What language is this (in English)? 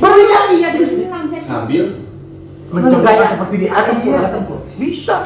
Betawi